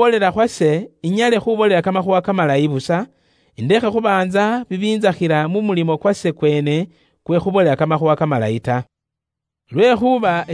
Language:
Luyia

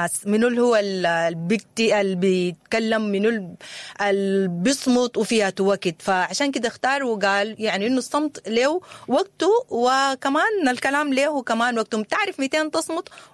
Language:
Sudanese Arabic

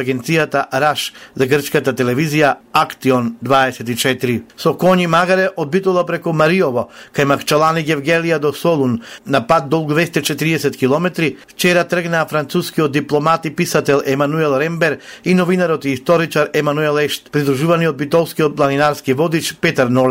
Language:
Macedonian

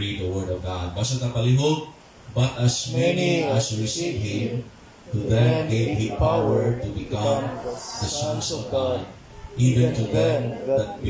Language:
Cebuano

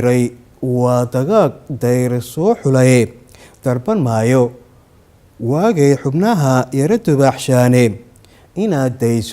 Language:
Somali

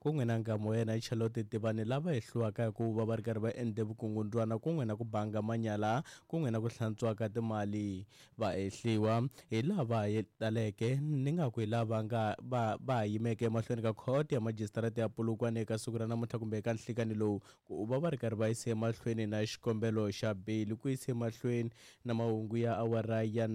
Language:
Tsonga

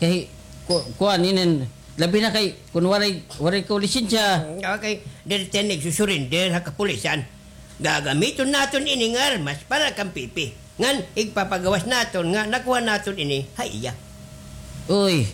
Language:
Waray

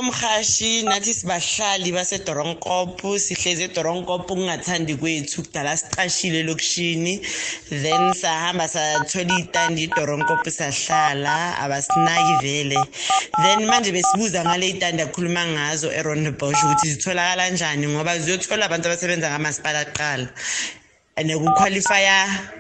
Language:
South Ndebele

